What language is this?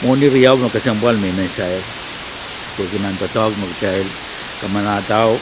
Pohnpeian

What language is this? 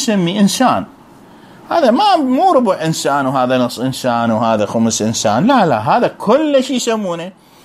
Mesopotamian Arabic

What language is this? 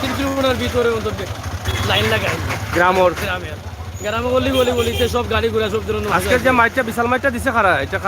Sylheti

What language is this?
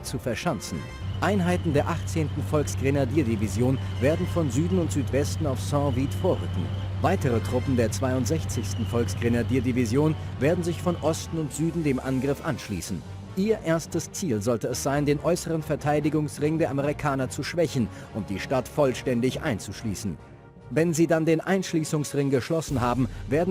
Bavarian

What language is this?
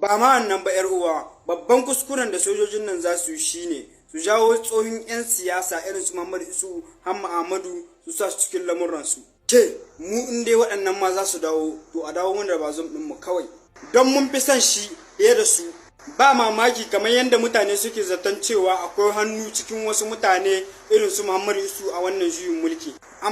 Hausa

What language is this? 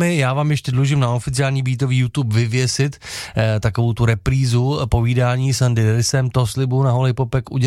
Czech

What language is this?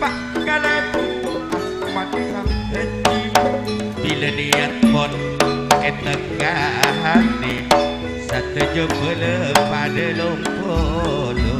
Madurese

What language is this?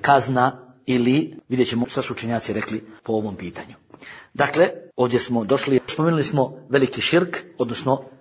Bosnian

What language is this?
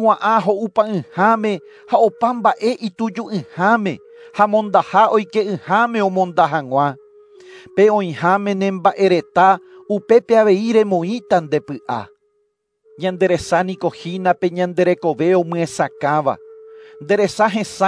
Guarani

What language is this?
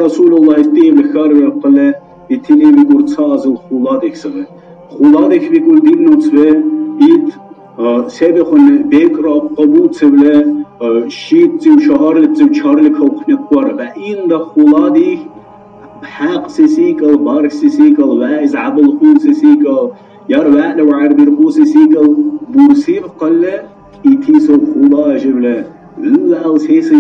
Dargwa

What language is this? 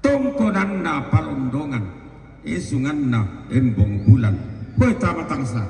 Toraja-Sa'dan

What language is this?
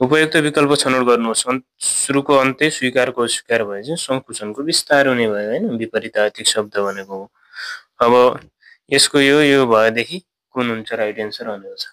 Nepali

